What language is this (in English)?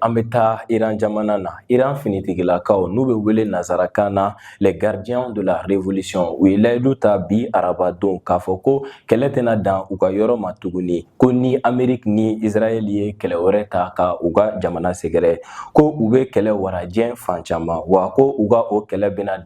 Bambara